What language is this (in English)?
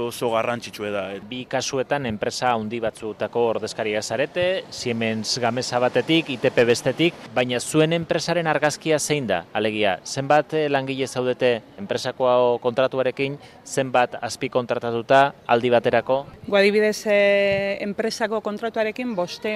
Basque